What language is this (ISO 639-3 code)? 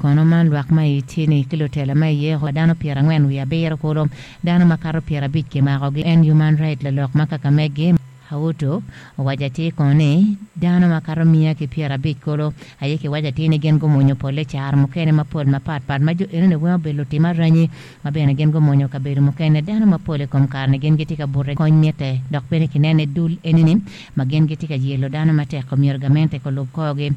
ach